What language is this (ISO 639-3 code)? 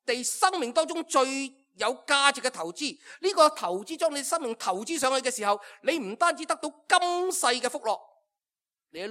yue